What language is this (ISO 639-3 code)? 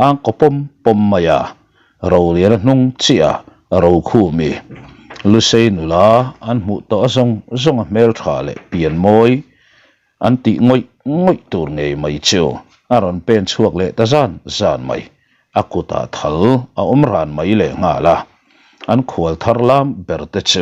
lus